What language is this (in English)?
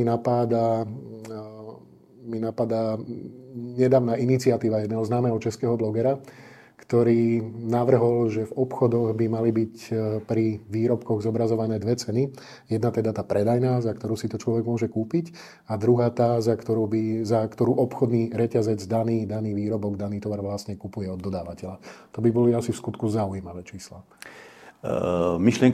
Slovak